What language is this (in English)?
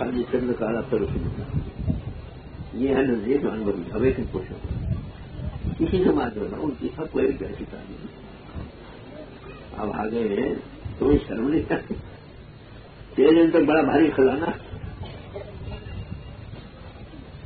Urdu